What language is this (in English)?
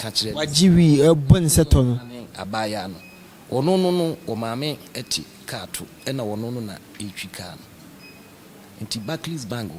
Akan